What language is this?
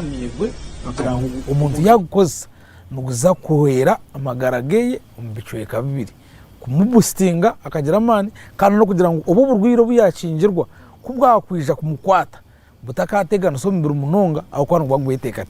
Nyankole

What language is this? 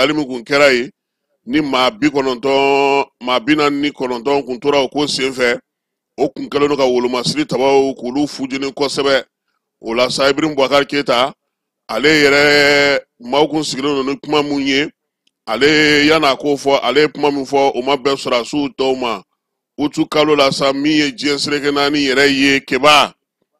Bambara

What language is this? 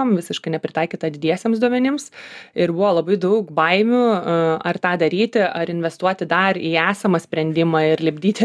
Lithuanian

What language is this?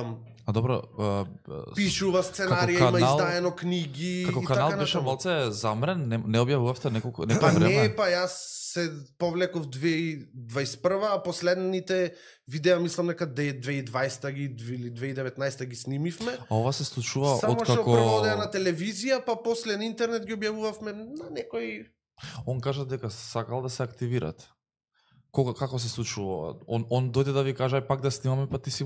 Macedonian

